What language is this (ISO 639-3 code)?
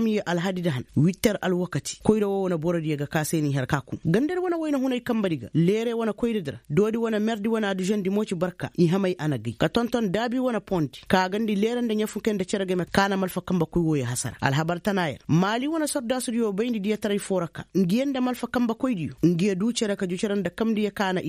ses